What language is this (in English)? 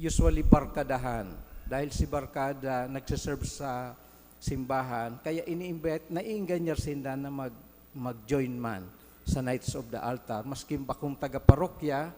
Bikol